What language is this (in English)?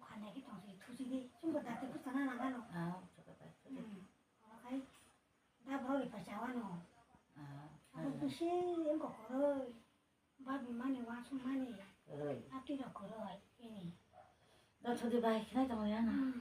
Kok Borok